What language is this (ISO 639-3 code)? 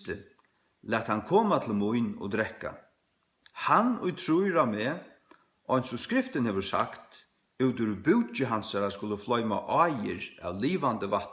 fao